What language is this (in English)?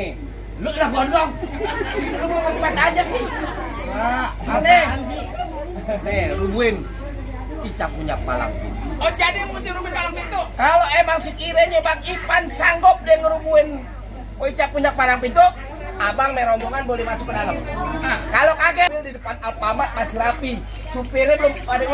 Betawi